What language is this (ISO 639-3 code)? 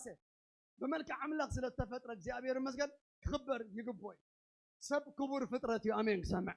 tir